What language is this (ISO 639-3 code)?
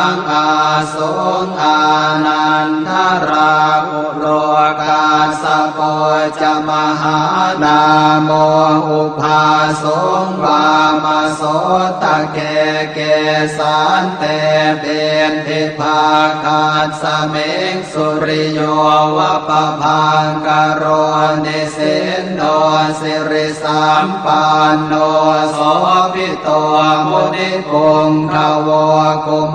pli